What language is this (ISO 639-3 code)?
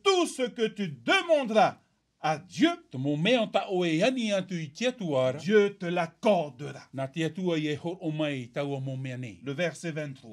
tah